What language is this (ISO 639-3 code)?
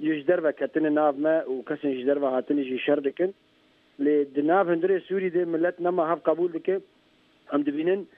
kur